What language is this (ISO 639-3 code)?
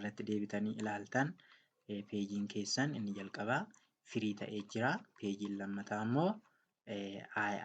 orm